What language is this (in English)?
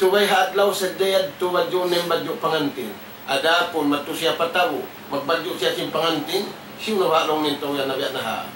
Tausug